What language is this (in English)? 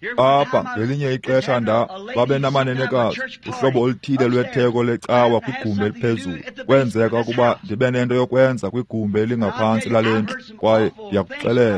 Xhosa